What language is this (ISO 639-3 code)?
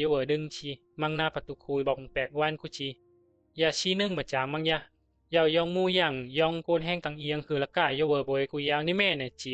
bzi